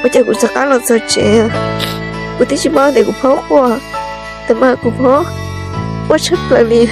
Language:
Hmong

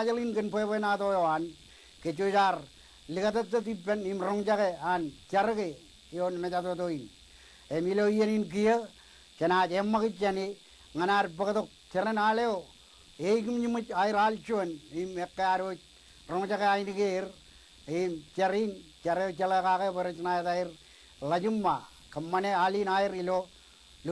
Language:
Marshallese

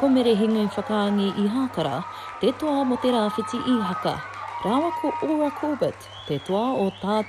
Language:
Māori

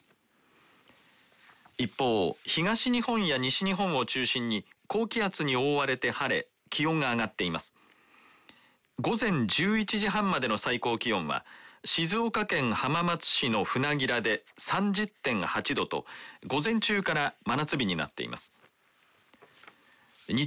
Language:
Japanese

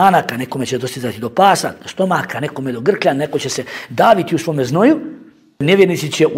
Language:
Bosnian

